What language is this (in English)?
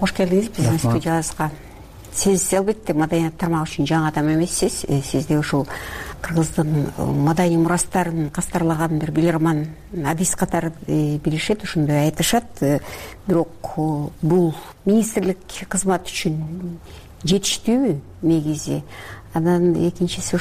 Kyrgyz